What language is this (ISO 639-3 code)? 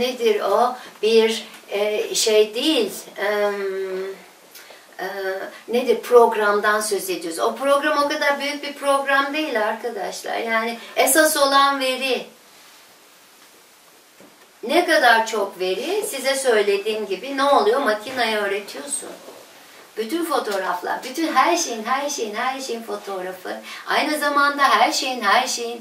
tur